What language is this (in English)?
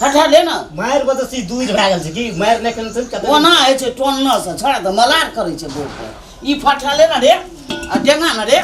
Maithili